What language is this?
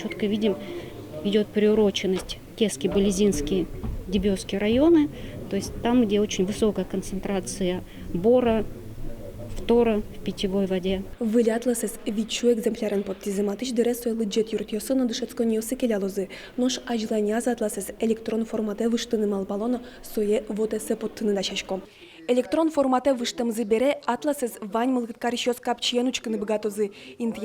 Udmurt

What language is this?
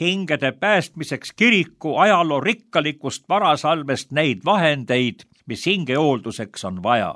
Estonian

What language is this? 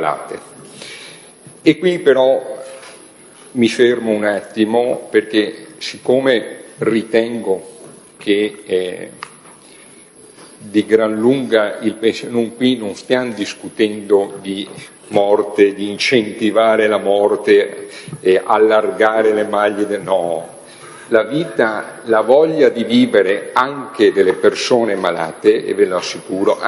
Italian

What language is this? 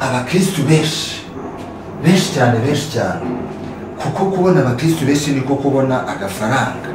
Kinyarwanda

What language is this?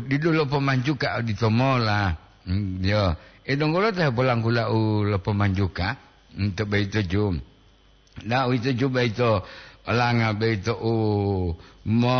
Gorontalo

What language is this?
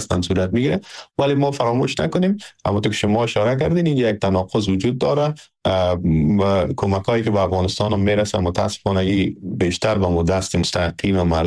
Persian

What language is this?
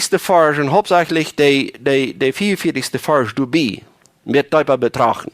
Plautdietsch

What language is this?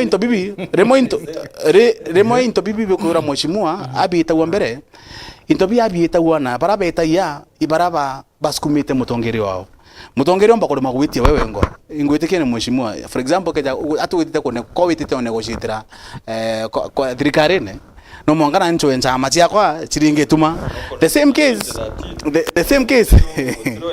Meru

